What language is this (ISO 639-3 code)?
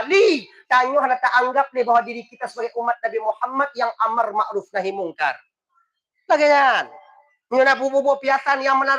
ace